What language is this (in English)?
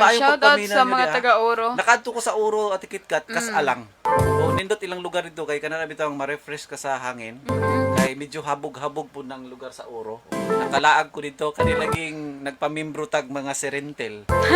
Cebuano